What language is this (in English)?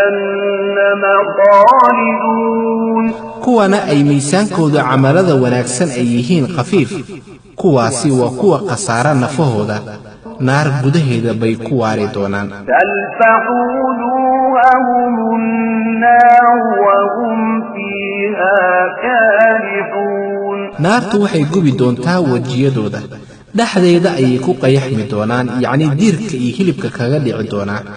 Somali